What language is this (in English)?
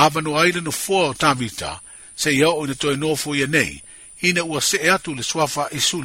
Samoan